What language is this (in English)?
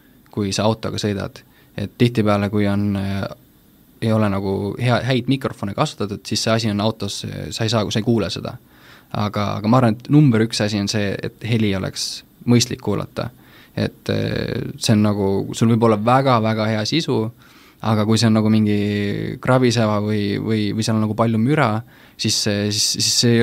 Estonian